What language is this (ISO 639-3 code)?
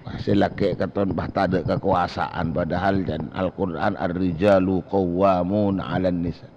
mad